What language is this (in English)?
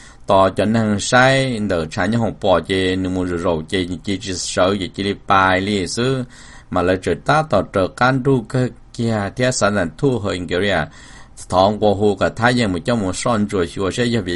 Hmong